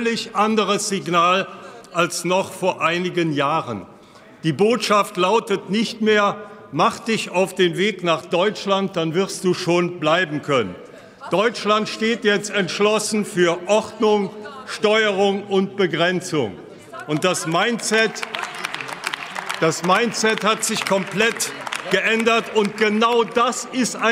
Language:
German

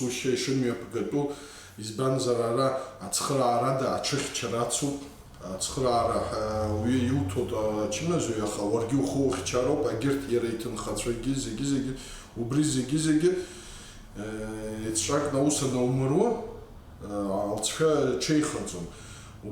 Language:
Abkhazian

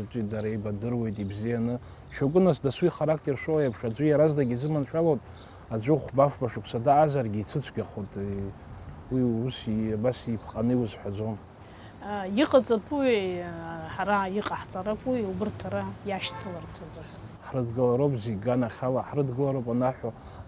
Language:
Abkhazian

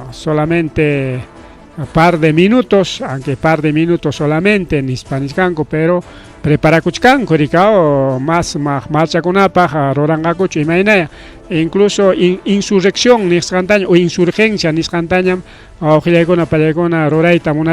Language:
Ayacucho Quechua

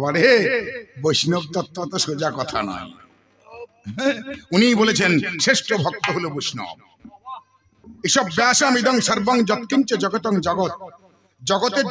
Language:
Bangla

